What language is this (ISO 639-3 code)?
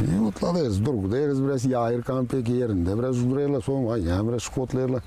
gag